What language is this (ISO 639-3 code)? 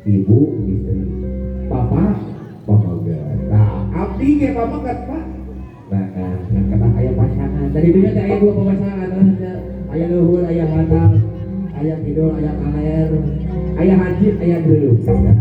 sun